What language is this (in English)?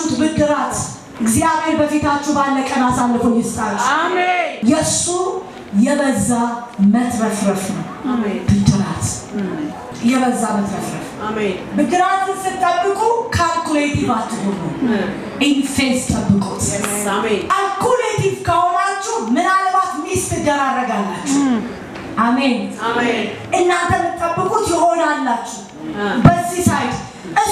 Amharic